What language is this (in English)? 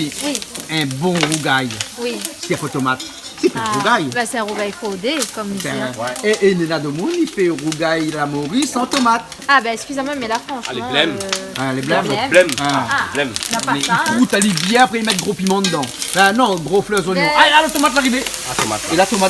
Réunion Creole French